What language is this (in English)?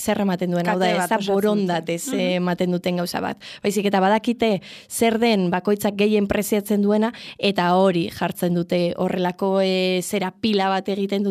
Basque